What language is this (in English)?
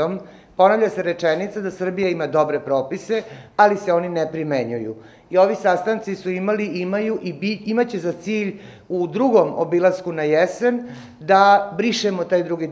Serbian